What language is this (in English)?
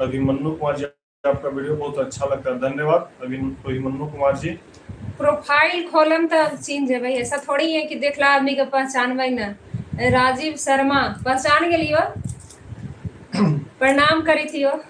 Magahi